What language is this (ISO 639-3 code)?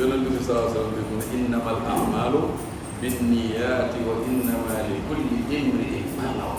wol